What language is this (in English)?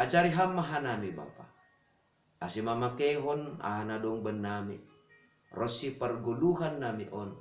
Batak Simalungun